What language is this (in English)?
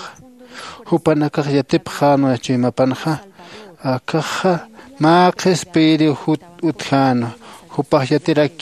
Aymara